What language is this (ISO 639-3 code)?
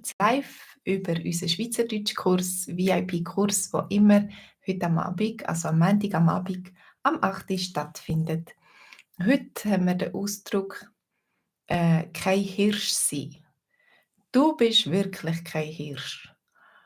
gsw